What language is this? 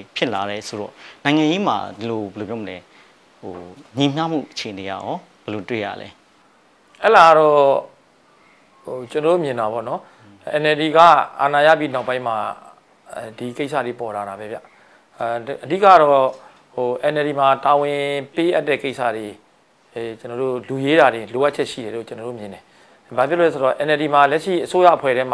Burmese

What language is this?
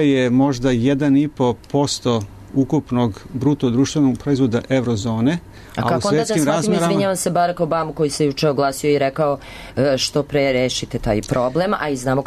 Serbian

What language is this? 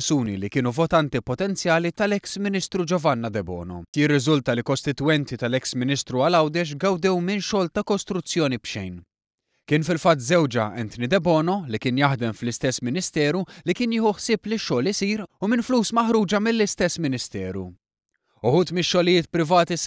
Maltese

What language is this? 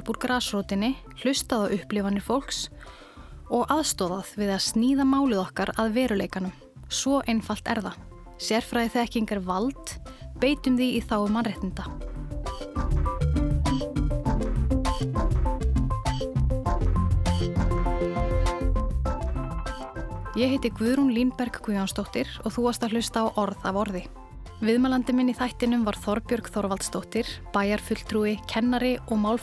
Icelandic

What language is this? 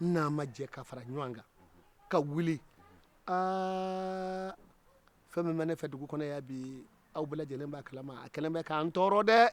Bambara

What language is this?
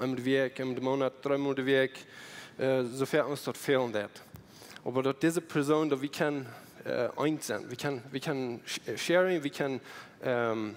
Plautdietsch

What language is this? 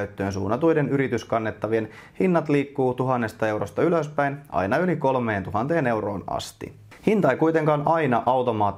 Finnish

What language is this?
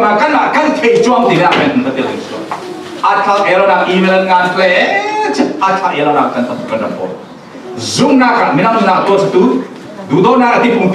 Falam Chin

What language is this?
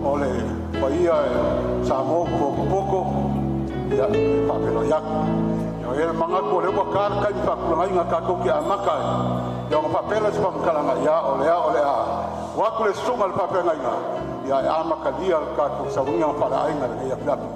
Samoan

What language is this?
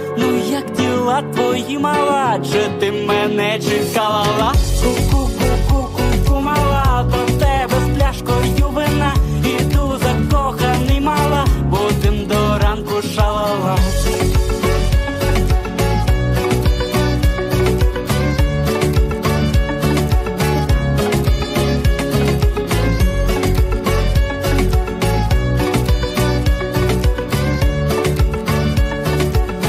Ukrainian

